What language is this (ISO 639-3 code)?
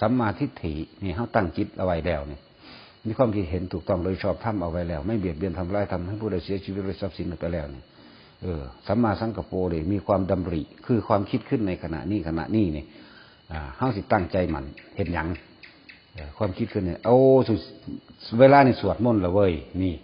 tts